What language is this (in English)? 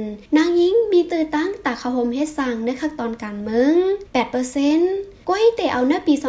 Shan